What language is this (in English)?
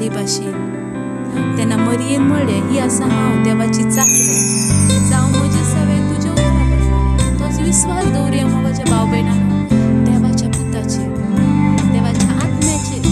Konkani